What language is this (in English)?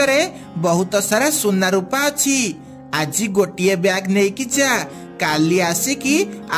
Odia